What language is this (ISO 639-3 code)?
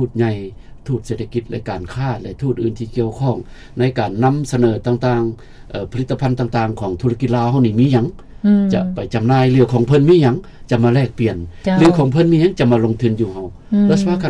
lao